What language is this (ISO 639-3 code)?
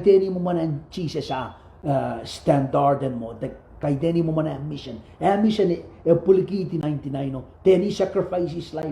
pon